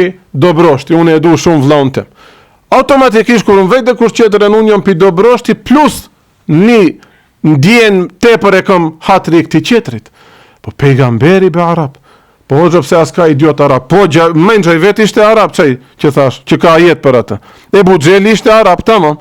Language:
Albanian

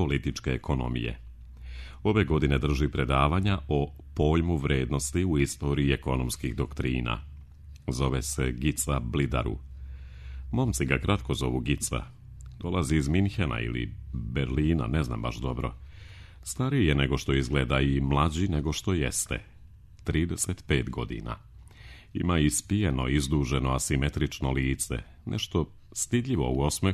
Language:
Serbian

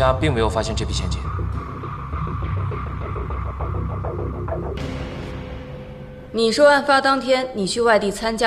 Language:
Chinese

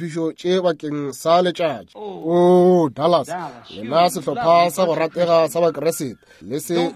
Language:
Northern Sotho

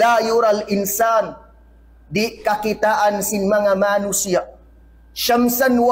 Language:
Tausug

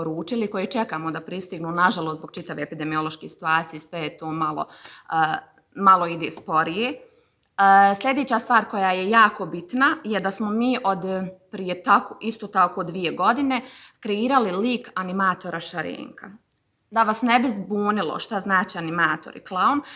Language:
Bosnian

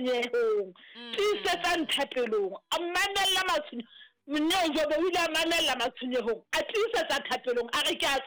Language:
Southern Sotho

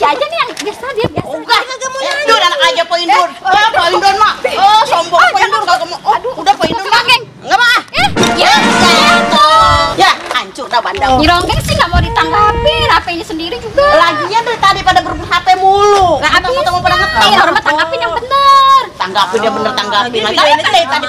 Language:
Betawi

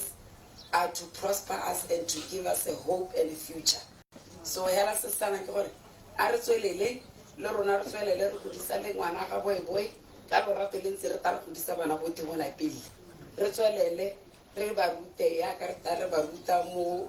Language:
Tswana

